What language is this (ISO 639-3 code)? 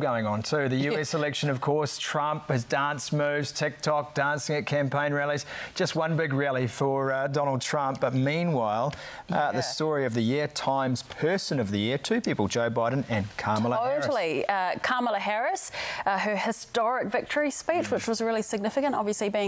eng